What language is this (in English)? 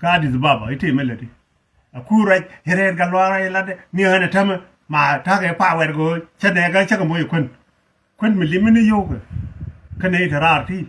Nuer